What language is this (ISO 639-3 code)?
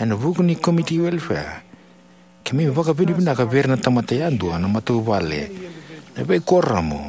fij